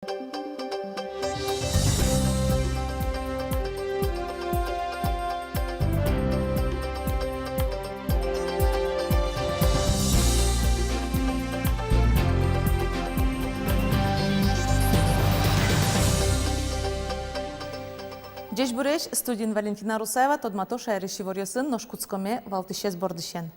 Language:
Udmurt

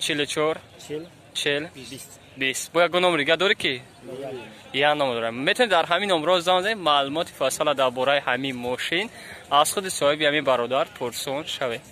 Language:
Tajik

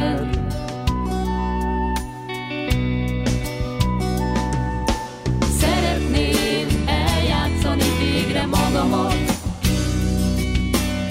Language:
Hungarian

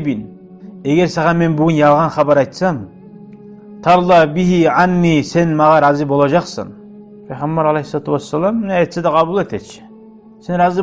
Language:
Kumyk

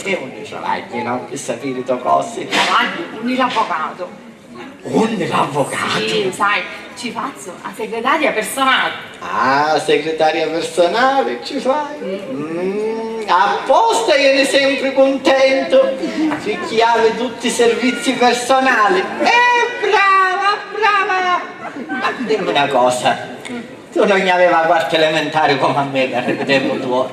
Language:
Sicilian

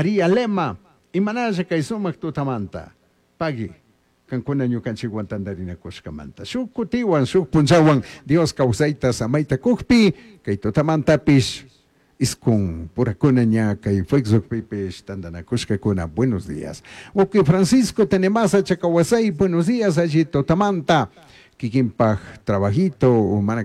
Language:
Chimborazo Highland Quichua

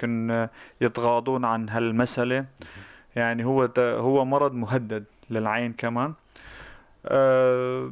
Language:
North Levantine Arabic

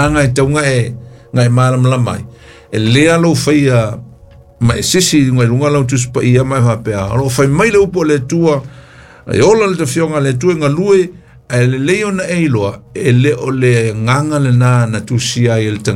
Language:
Samoan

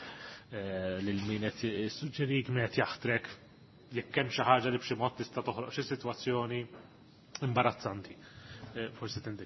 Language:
Maltese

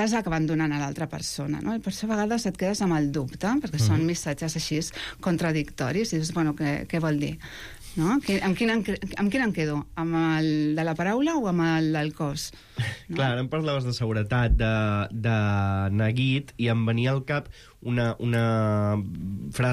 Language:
Catalan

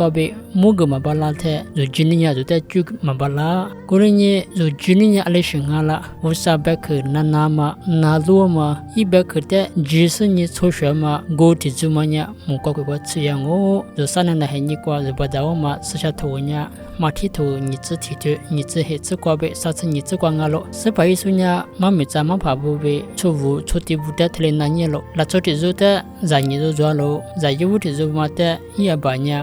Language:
Lisu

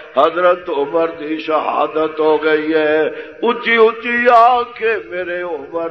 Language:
Western Panjabi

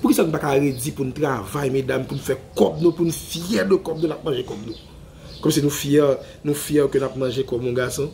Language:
Haitian Creole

